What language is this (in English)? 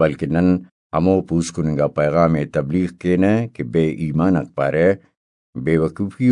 Brahui